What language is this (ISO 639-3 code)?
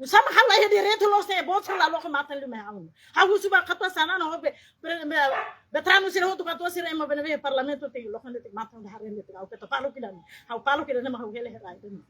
tet